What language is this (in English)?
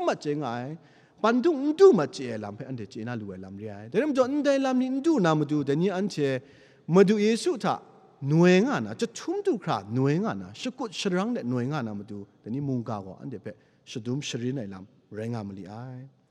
Kachin